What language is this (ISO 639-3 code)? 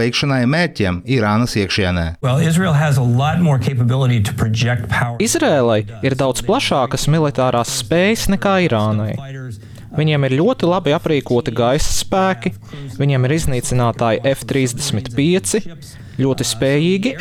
lav